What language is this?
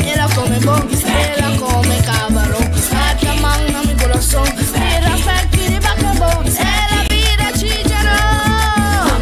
Papiamento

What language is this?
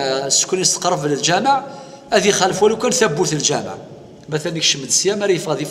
Kabyle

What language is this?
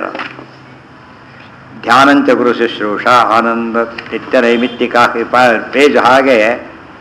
Kannada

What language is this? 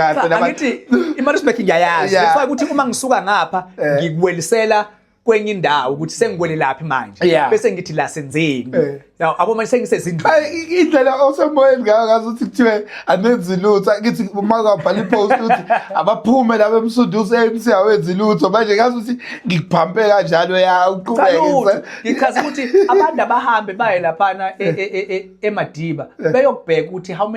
Zulu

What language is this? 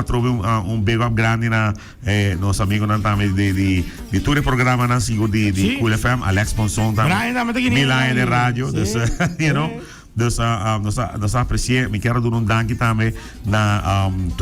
Papiamento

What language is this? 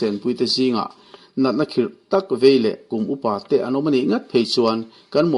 Mizo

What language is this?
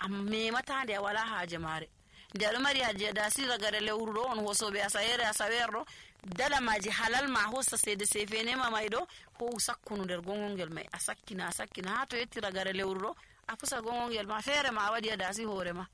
Nigerian Fulfulde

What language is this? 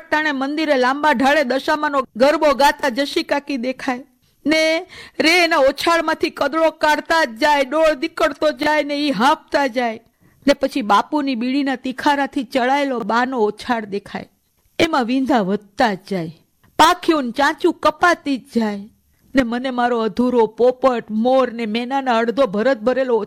Gujarati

